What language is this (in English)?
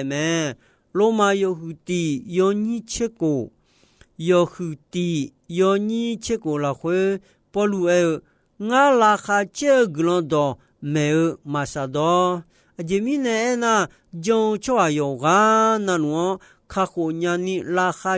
Akha